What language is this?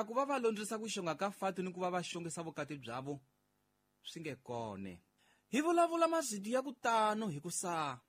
Tsonga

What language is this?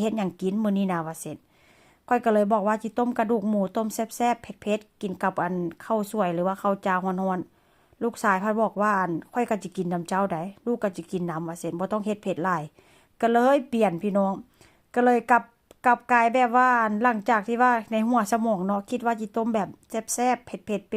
Northeastern Thai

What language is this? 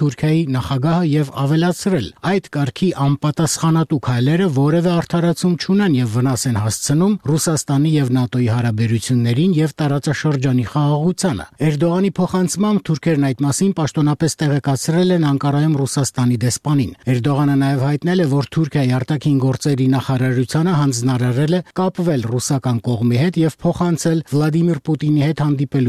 Armenian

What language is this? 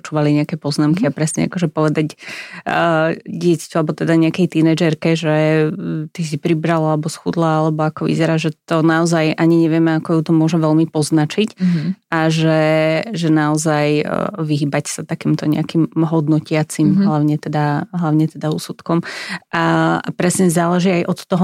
Slovak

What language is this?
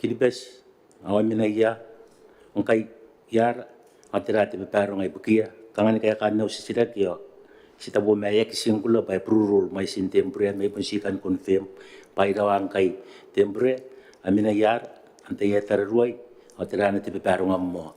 Gilbertese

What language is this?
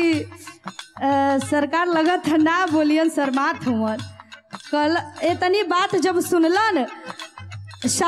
Bhojpuri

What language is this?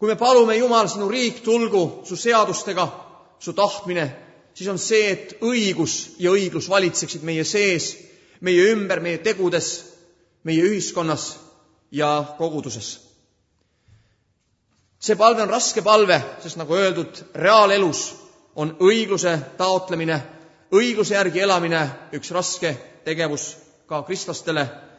Estonian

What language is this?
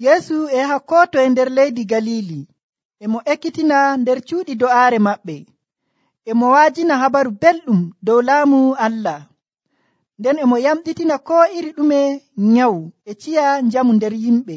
Nigerian Fulfulde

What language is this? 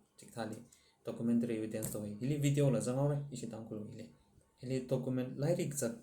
Tangkhul Naga (India)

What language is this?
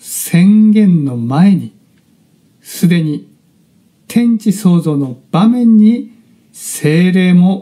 Japanese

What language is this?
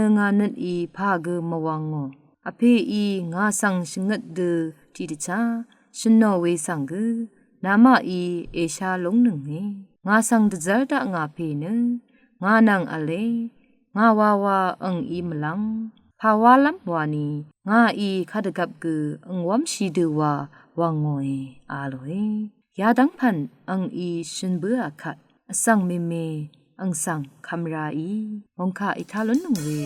Rawang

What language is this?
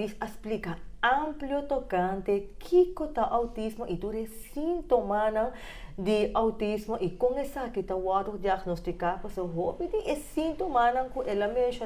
Papiamento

